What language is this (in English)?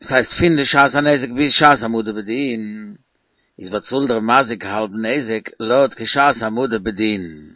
Yiddish